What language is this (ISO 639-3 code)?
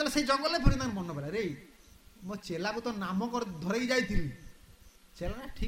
ori